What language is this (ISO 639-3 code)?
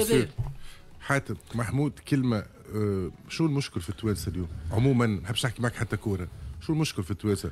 aeb